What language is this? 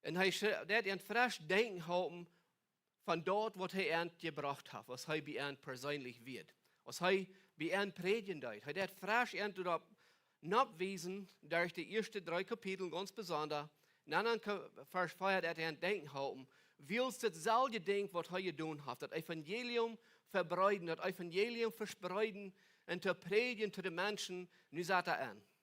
Plautdietsch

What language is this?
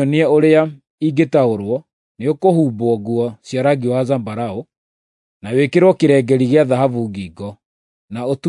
Kikuyu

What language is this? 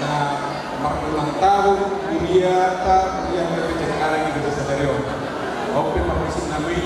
Batak Toba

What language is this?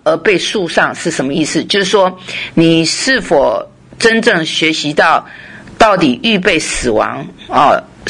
Chinese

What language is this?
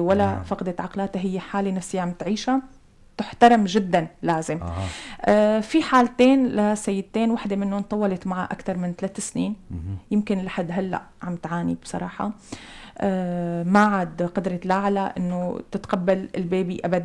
North Levantine Arabic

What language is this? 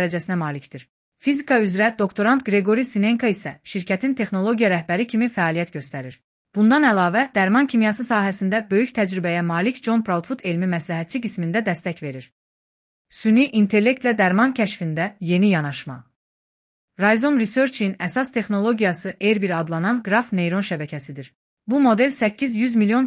Azerbaijani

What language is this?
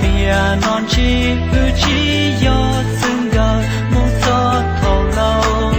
Hmong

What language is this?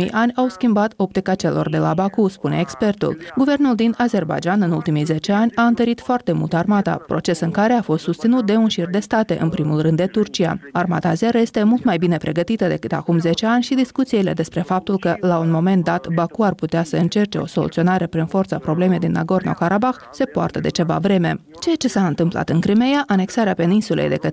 Romanian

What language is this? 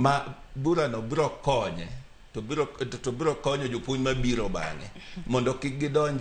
Luo (Kenya and Tanzania)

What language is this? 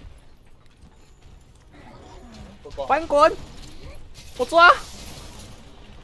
Chinese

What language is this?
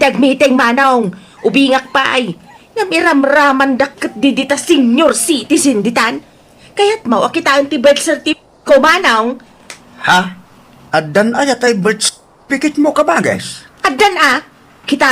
Iloko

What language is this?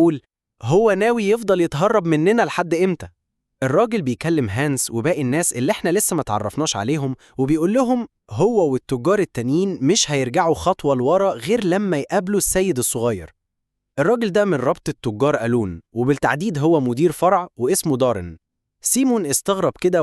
Egyptian Arabic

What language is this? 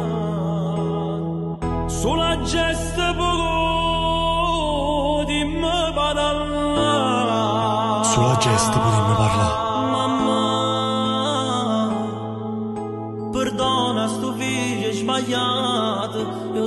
Italian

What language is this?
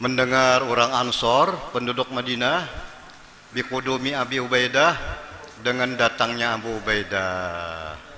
Banjar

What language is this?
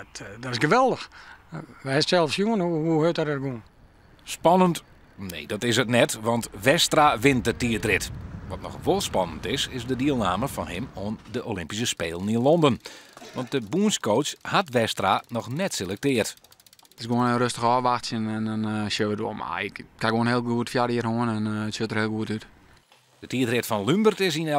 Western Frisian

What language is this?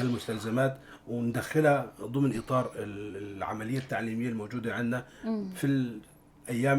North Levantine Arabic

